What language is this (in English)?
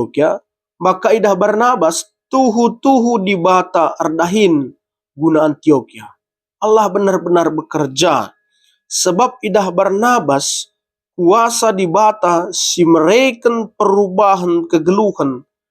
Batak Karo